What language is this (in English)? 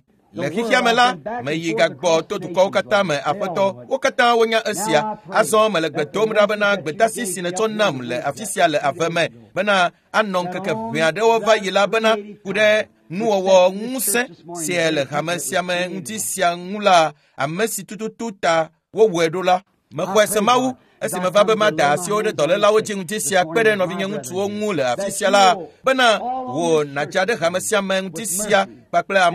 Ewe